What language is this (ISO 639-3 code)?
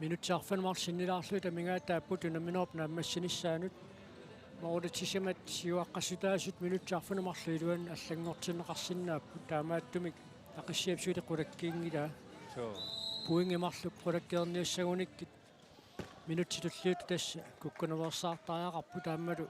kal